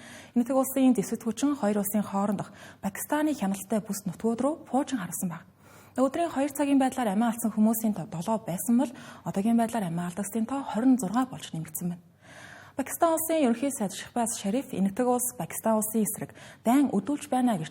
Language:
Mongolian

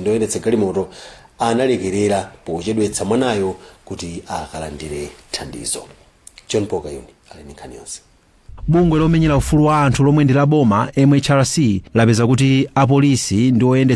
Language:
Nyanja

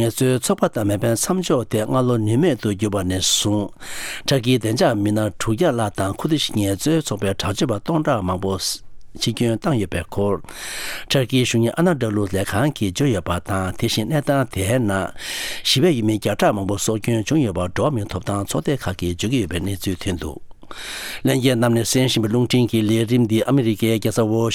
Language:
Tibetan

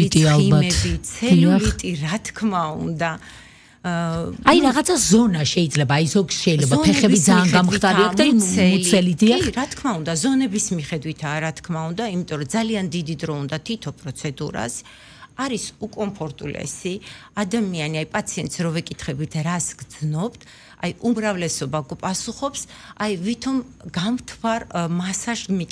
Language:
Georgian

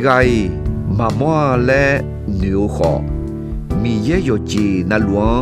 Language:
Akha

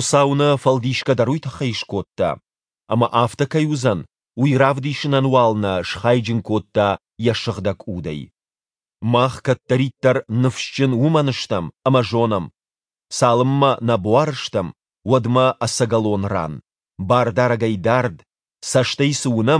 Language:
Ossetic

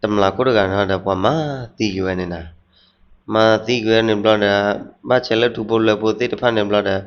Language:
S'gaw Karen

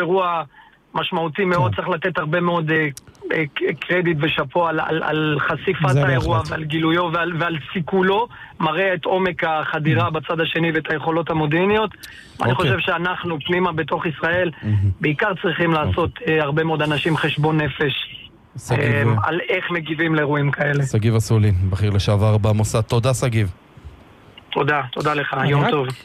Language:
Hebrew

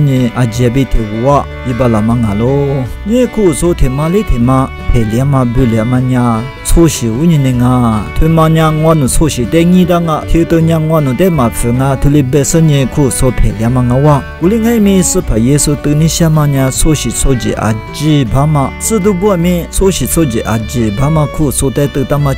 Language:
Lisu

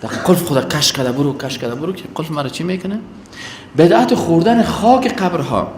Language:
Persian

